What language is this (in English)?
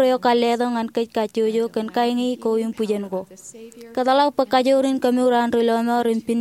Marshallese